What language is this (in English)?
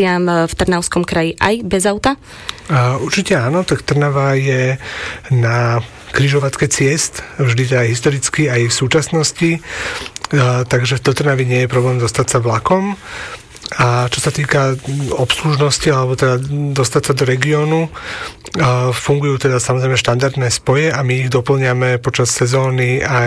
Slovak